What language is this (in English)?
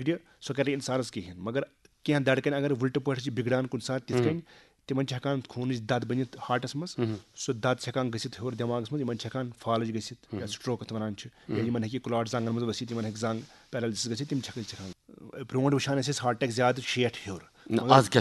Kashmiri